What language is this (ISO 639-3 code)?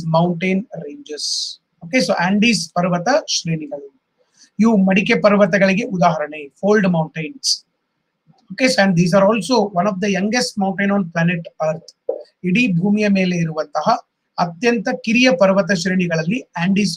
kan